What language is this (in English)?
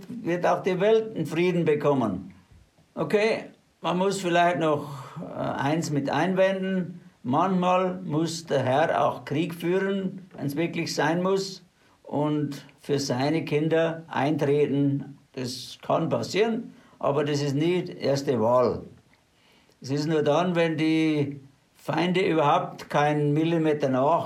German